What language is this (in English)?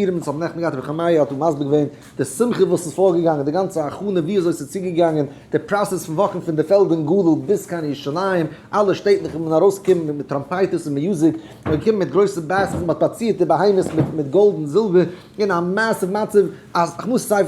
Yiddish